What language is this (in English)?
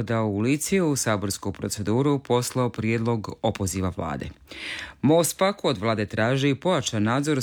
Croatian